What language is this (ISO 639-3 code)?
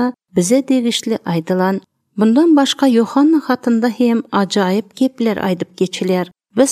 tuk